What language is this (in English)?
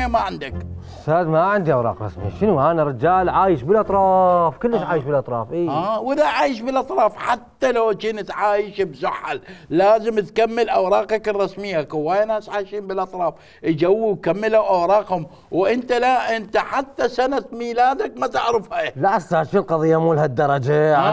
Mesopotamian Arabic